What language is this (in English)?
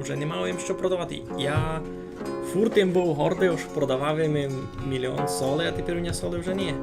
Rusyn